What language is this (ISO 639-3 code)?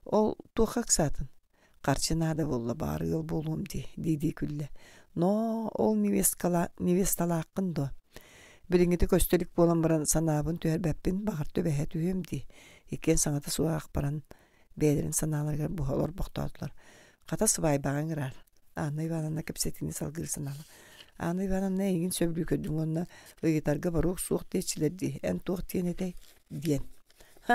sah